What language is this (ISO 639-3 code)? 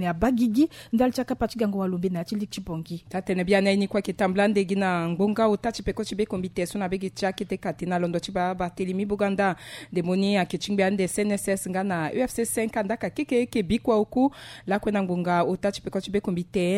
sag